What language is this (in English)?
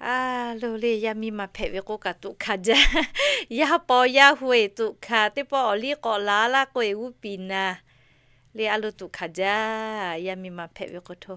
Lahu